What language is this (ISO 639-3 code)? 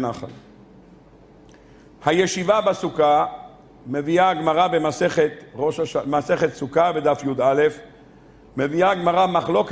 heb